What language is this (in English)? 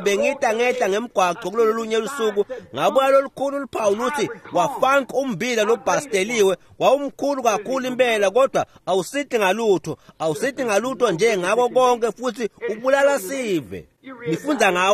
Swati